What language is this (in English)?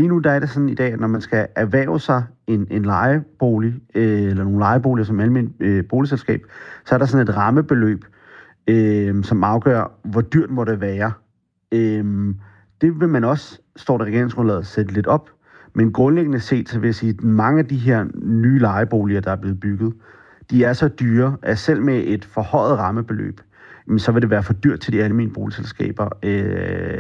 Danish